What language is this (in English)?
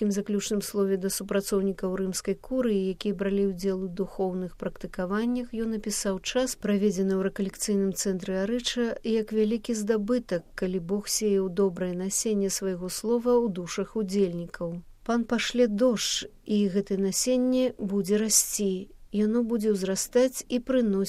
Belarusian